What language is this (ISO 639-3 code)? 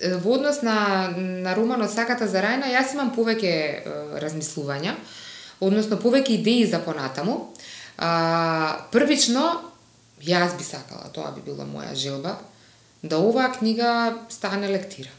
mkd